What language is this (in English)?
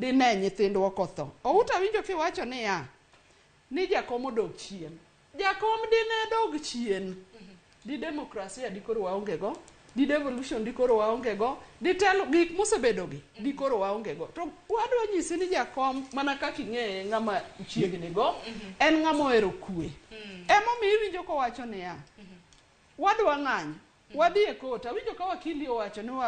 Luo (Kenya and Tanzania)